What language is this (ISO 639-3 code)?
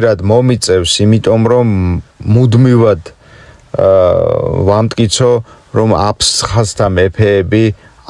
kat